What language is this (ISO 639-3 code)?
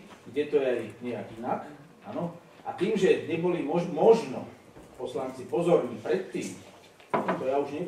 slk